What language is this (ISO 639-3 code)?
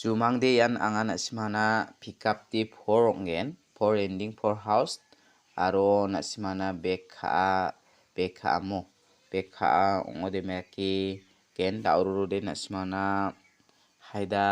grt